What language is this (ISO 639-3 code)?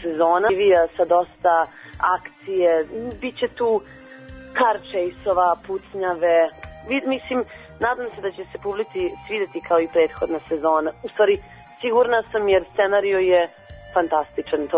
srp